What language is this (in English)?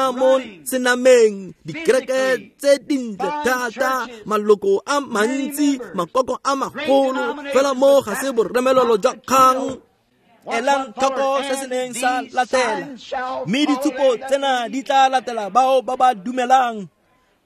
Tswana